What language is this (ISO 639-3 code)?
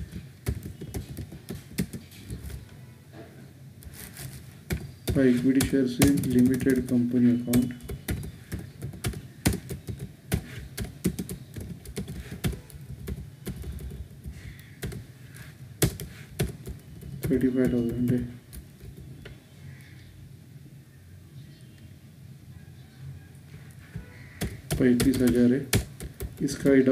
hin